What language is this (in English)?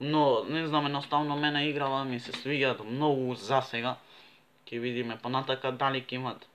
Macedonian